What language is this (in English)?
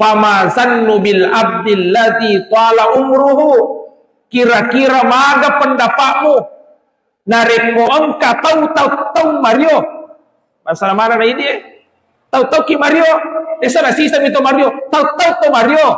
Buginese